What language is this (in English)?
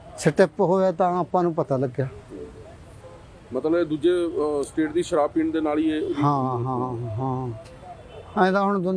Punjabi